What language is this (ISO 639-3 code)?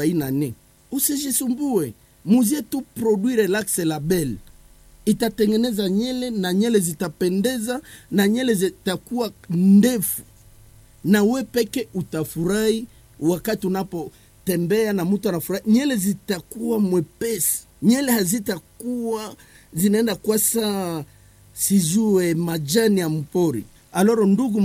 swa